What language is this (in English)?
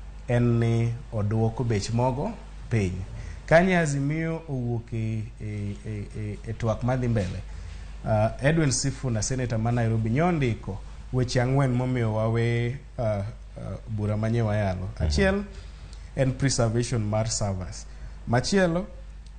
Luo (Kenya and Tanzania)